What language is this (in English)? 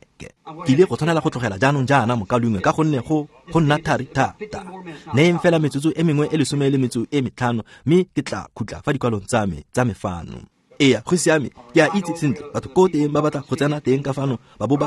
Tswana